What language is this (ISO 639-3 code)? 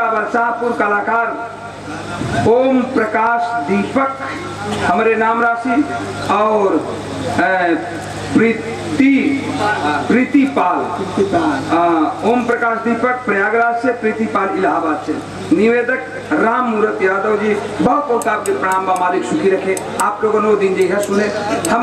bho